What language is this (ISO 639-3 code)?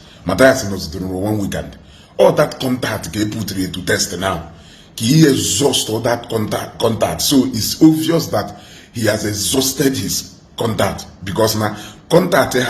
ibo